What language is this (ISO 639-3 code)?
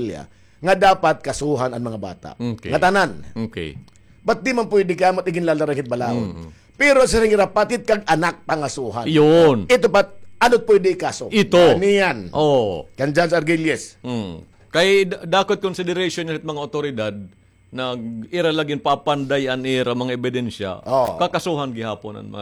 war